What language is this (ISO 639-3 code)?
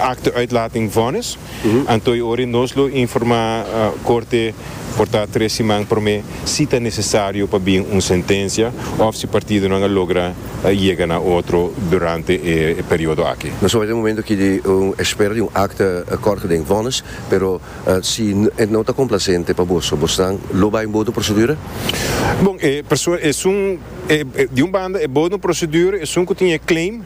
pap